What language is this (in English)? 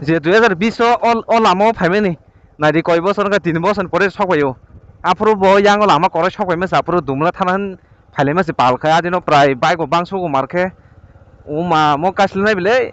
Kok Borok